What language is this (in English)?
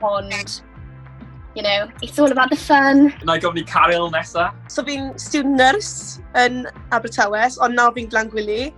Welsh